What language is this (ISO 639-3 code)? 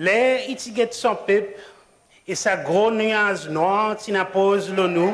crs